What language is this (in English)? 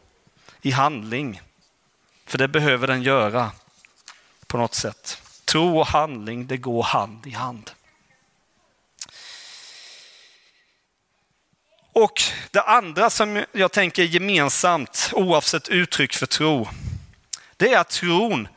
Swedish